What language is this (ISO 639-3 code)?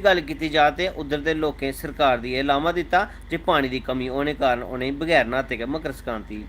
doi